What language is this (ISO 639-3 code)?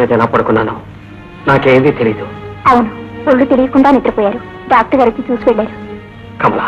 tel